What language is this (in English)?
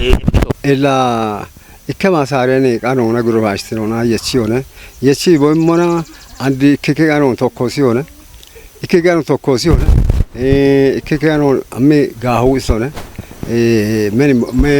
Kafa